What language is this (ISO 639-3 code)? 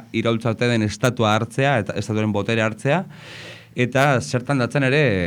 eus